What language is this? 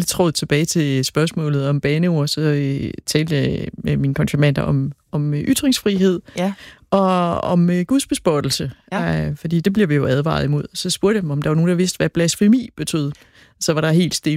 Danish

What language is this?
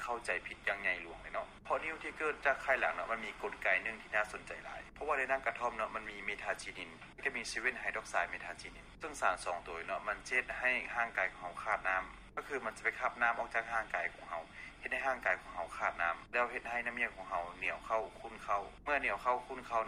Lao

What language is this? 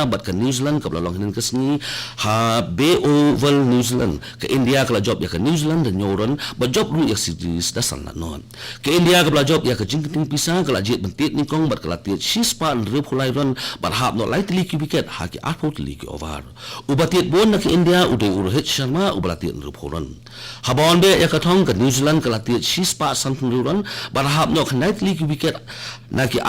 Khasi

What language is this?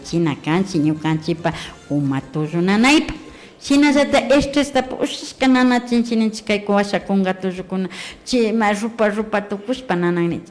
Imbabura Highland Quichua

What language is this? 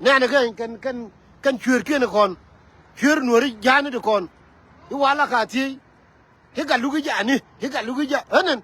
Nuer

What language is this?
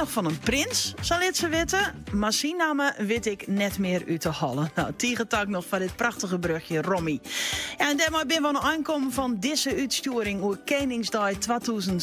Western Frisian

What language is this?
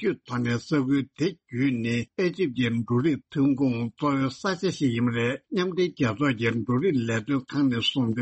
Tibetan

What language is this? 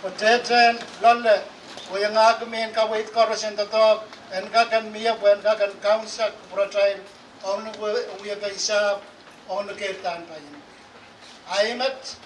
Pohnpeian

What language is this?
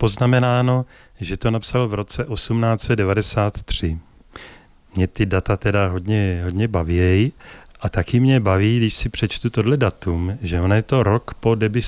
Czech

